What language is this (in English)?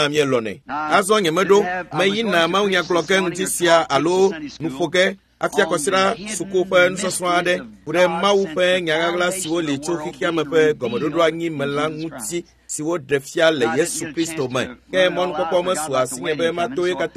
Ewe